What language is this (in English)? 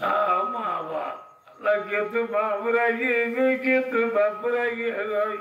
Rohingya